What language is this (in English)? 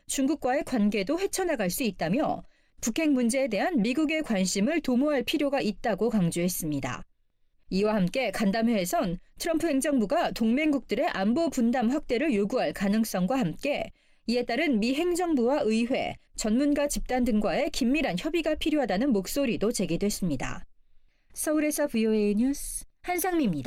Korean